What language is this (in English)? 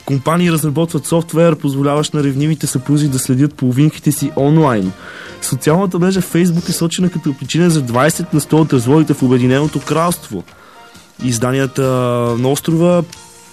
Bulgarian